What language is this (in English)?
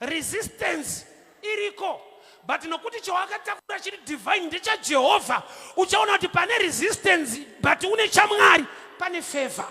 Shona